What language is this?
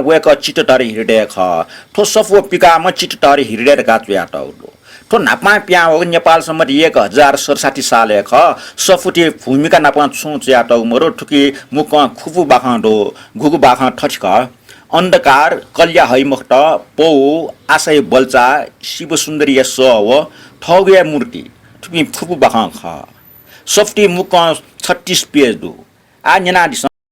Newari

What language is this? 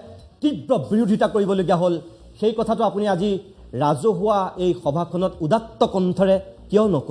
Assamese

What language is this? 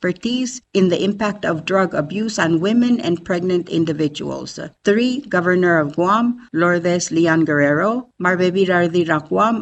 Palauan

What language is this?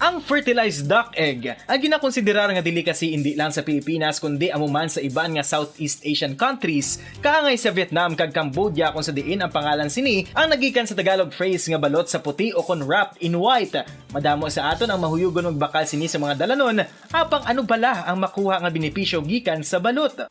Hiligaynon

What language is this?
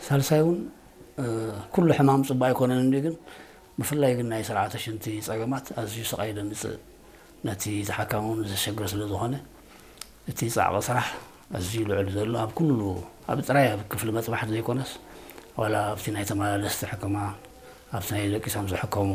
Tigrinya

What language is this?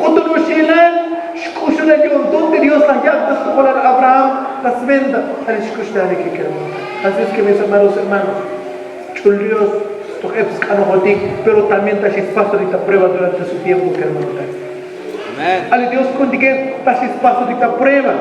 Tzotzil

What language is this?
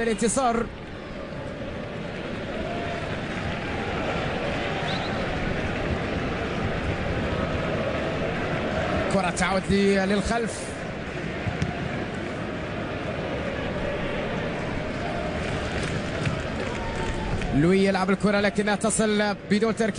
Arabic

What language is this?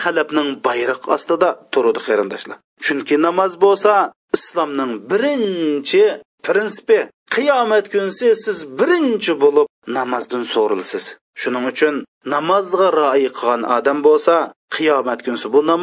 Uyghur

